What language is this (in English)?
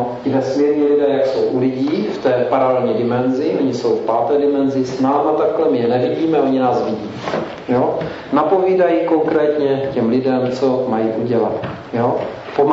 Czech